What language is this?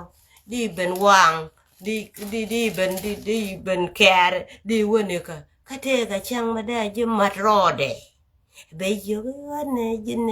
Nuer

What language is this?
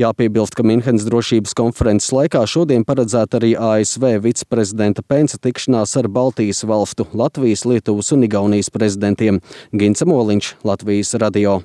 Latvian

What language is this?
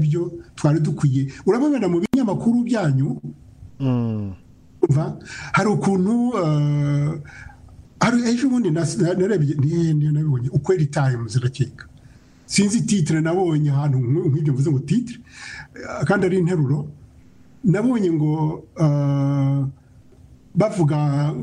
Kinyarwanda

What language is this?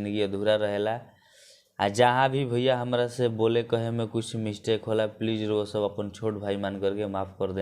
Bhojpuri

